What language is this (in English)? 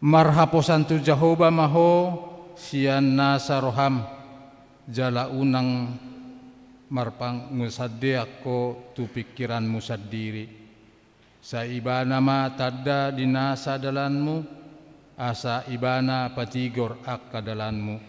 Batak Toba